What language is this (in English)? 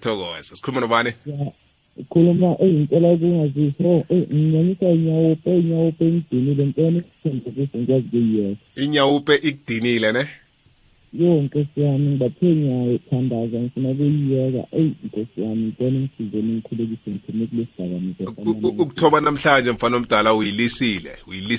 South Ndebele